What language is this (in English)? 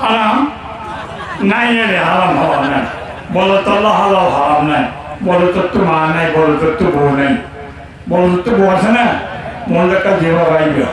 Rohingya